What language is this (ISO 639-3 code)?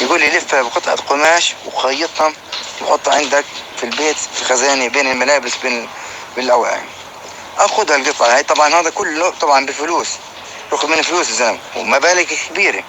apc